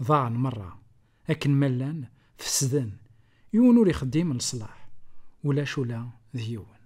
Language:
Kabyle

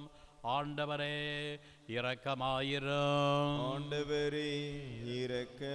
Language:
Tamil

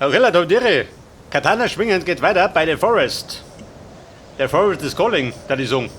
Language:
Bavarian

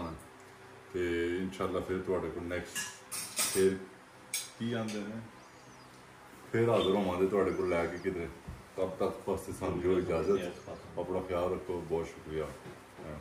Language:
Punjabi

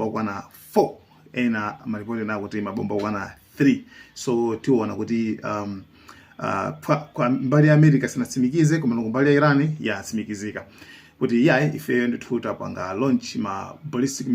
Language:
Nyanja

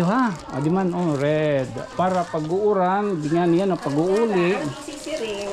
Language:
Waray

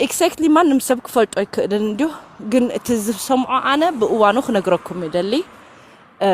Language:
Tigrinya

